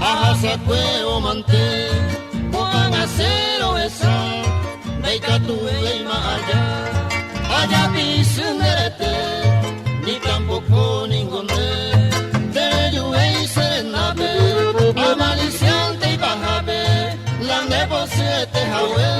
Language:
Guarani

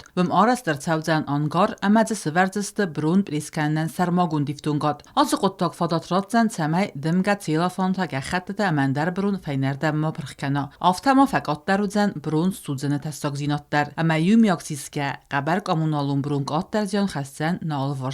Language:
Ossetic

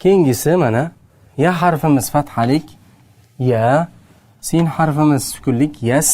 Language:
Uzbek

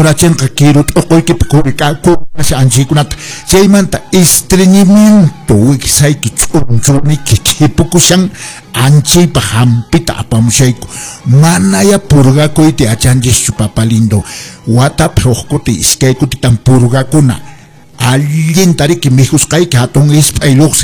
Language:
Quechua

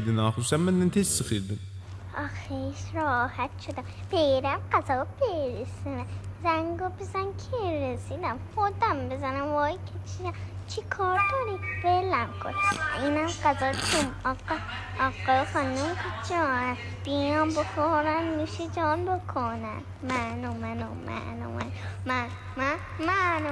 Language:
South Azerbaijani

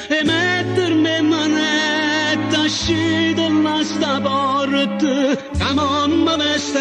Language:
Neapolitan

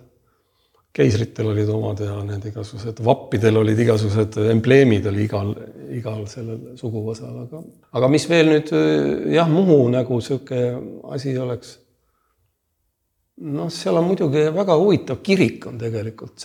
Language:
Estonian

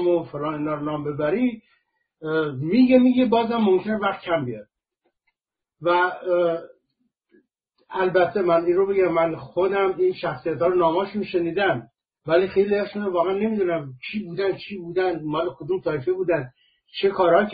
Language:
Persian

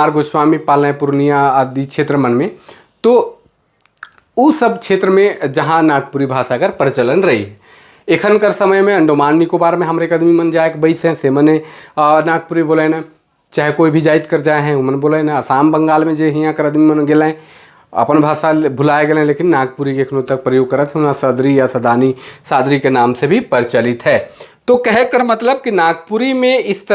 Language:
Sadri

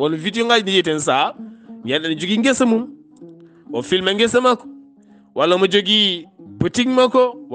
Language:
Fula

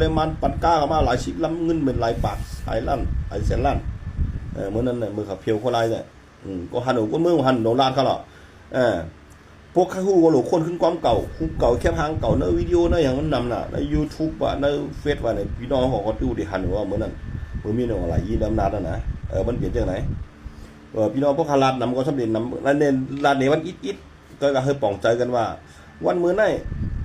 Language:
Shan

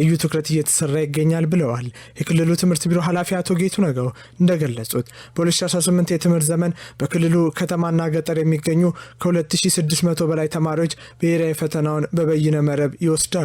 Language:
Amharic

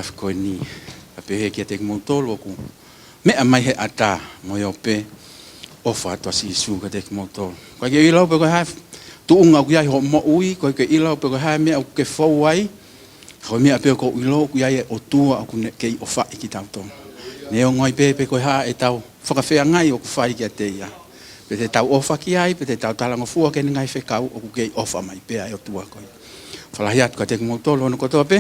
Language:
Tongan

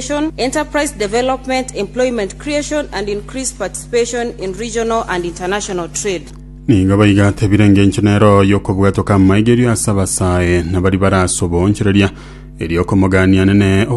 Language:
Gusii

